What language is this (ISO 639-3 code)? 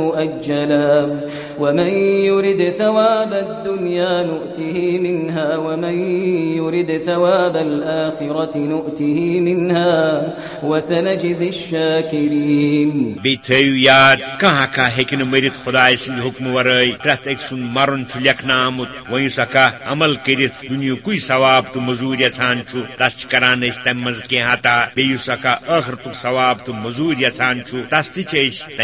kas